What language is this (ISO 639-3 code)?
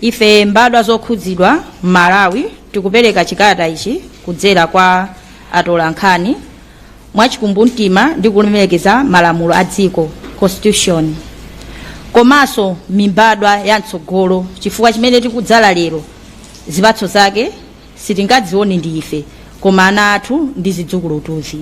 nya